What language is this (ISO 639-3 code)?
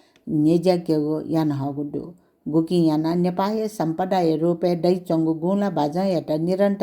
new